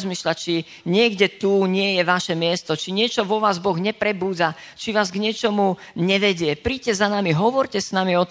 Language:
Slovak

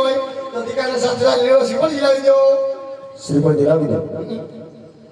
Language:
Gujarati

